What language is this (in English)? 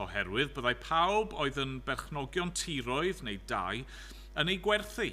Welsh